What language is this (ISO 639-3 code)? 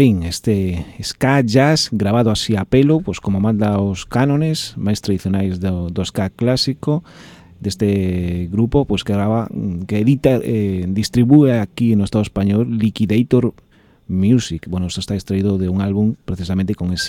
glg